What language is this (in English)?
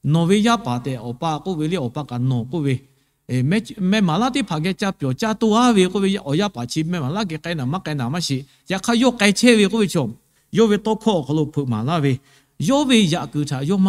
Lahu